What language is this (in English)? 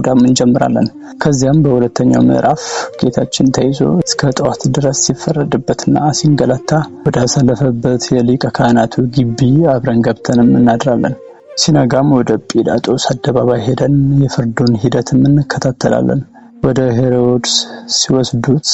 Amharic